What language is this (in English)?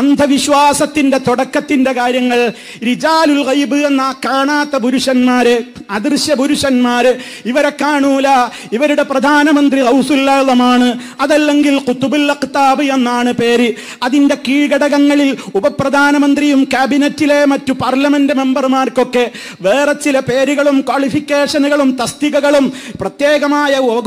Malayalam